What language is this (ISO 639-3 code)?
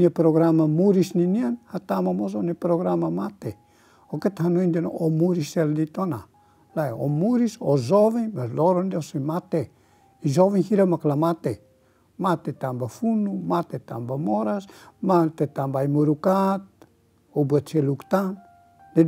tet